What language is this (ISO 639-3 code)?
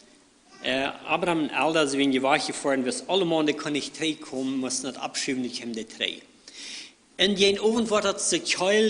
pdt